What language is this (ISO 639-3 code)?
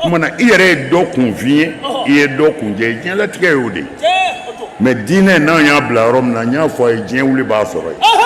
bam